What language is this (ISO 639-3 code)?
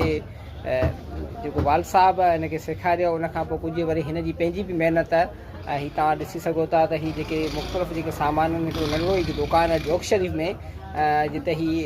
snd